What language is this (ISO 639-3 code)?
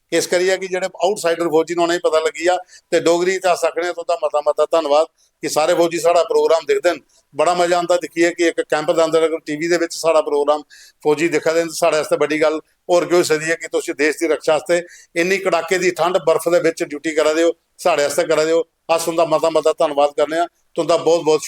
doi